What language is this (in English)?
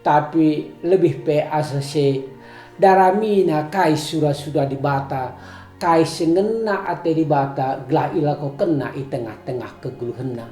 Batak Karo